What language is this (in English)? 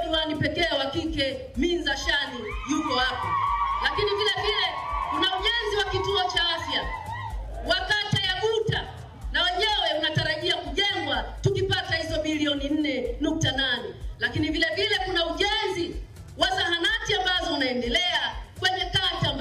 Swahili